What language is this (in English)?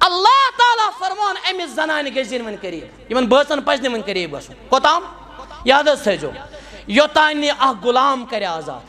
Kashmiri